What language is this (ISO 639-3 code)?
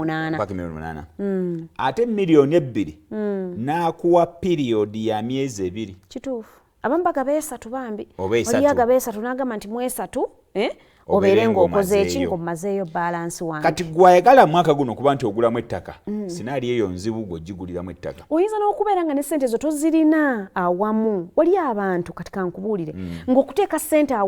lug